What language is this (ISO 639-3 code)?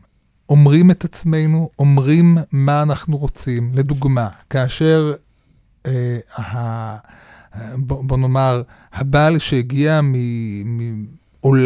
heb